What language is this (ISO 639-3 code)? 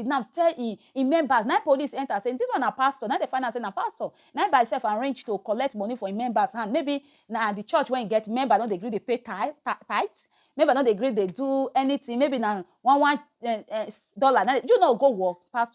pcm